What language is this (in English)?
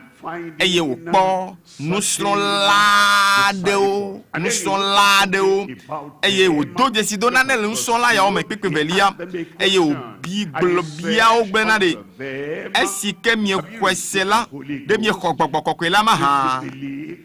Ewe